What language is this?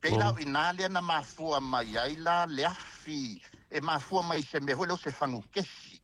Samoan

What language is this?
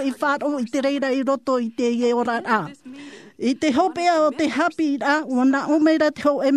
Tahitian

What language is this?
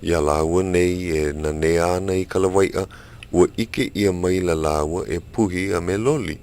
Hawaiian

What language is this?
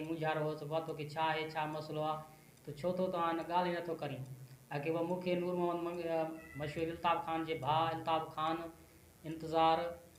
Sindhi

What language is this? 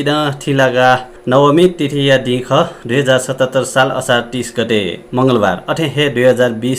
Newari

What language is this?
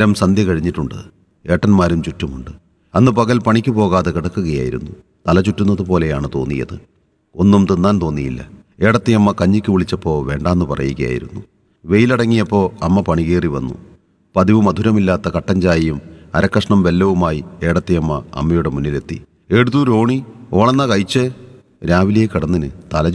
Malayalam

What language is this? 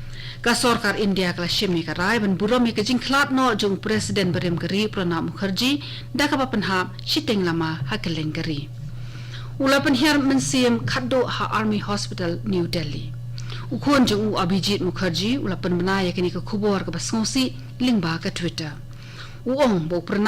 Khasi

